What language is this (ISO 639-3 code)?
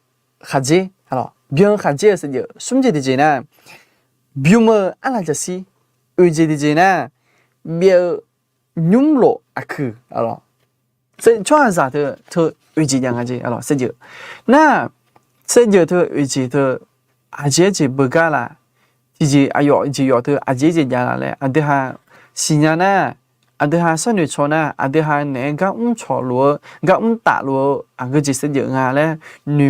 ahk